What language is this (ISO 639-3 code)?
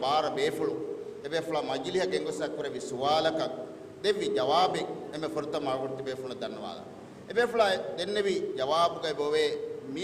div